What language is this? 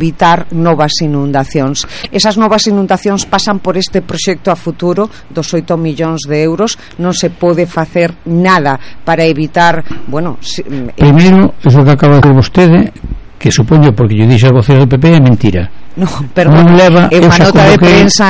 Galician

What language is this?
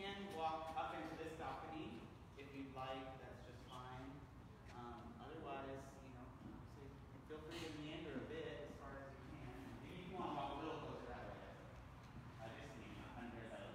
English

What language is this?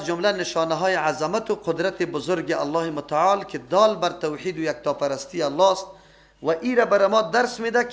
Persian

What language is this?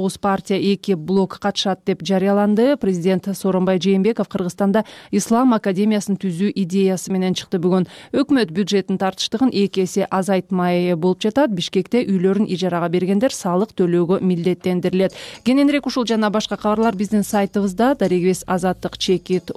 Kyrgyz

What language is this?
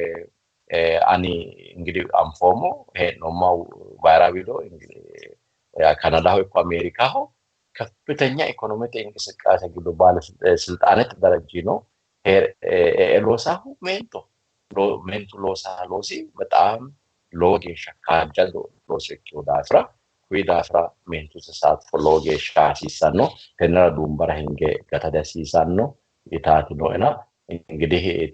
Sidamo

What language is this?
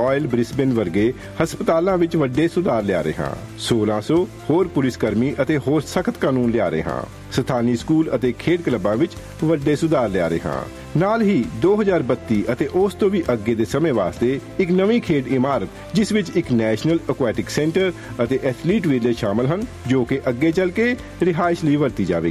Punjabi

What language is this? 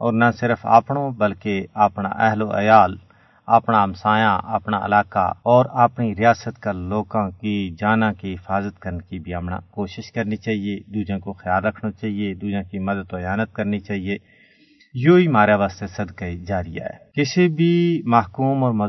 Gujari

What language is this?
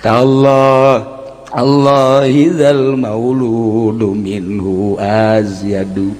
Sundanese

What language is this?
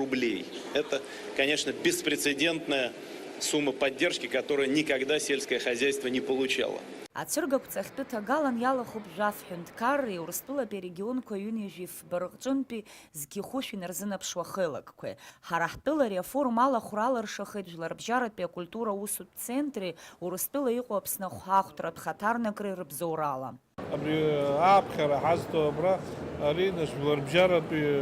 Abkhazian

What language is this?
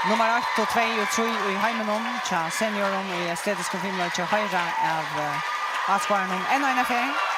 Faroese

